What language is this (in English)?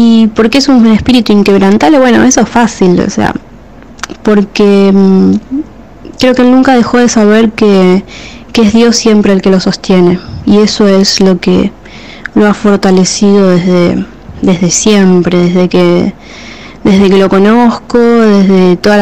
Spanish